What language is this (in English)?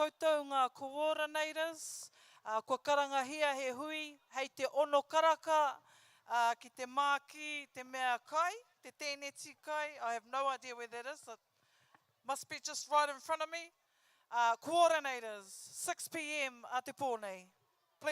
Māori